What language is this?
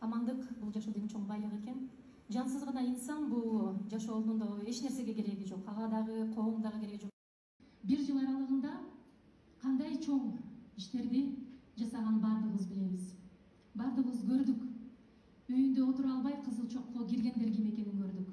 Kyrgyz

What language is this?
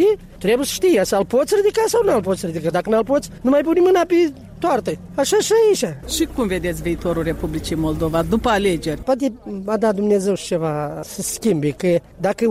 Romanian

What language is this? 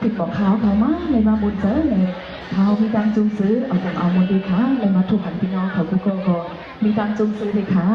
Shan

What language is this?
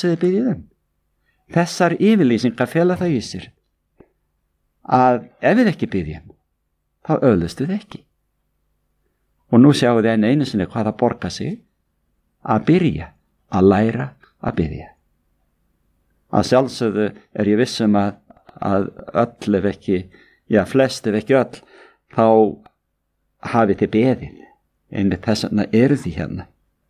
Icelandic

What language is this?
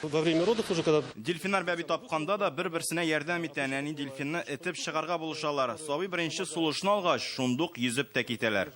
Tatar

